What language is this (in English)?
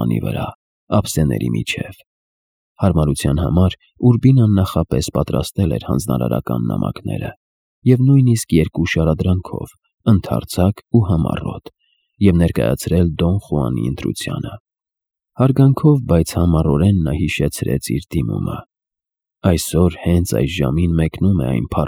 Armenian